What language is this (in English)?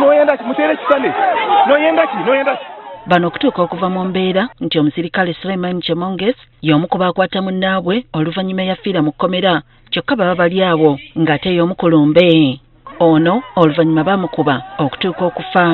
Ganda